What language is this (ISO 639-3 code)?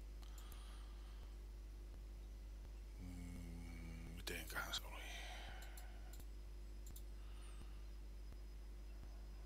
fin